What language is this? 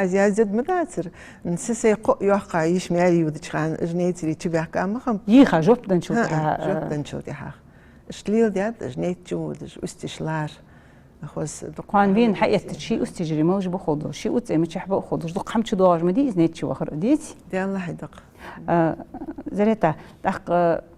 Ingush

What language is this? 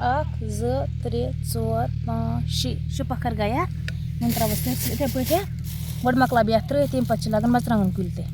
Kashmiri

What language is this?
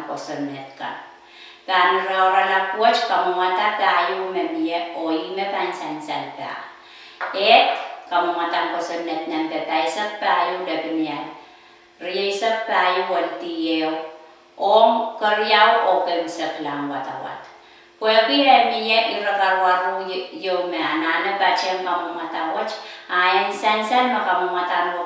Pohnpeian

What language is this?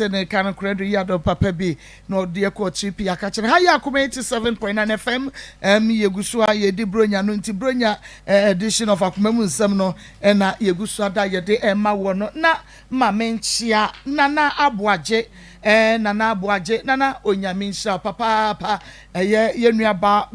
Akan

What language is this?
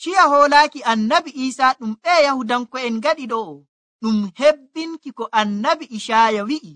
Nigerian Fulfulde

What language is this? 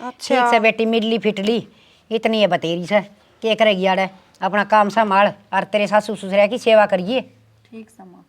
Haryanvi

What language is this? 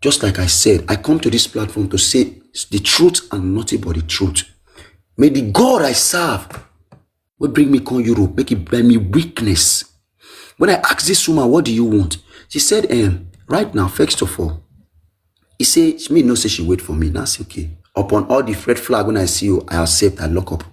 Nigerian Pidgin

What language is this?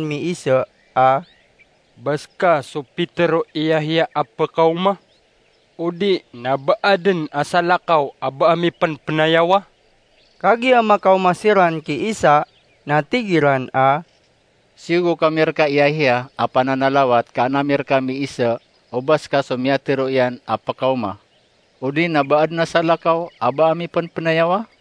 Maranao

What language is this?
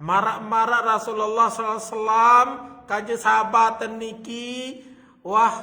Sasak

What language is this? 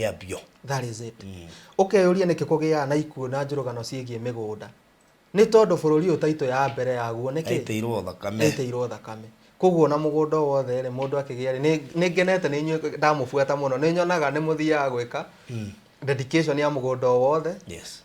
Kikuyu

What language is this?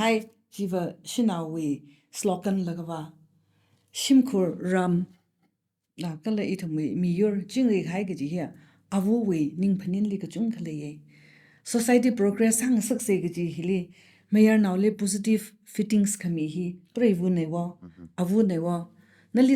Tangkhul Naga (India)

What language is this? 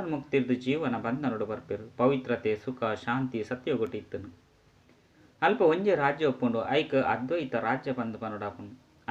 Tulu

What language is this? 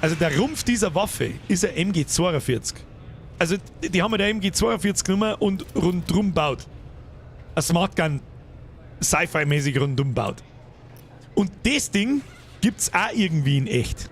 Bavarian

